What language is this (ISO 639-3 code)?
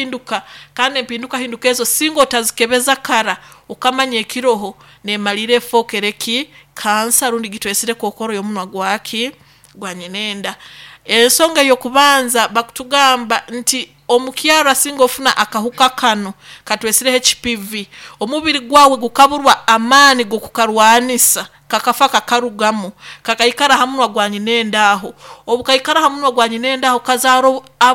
nyo